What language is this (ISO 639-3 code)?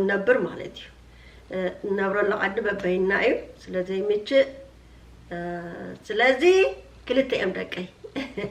tir